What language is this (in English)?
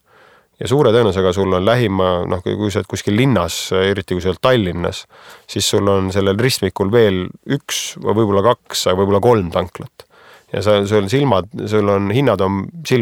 Estonian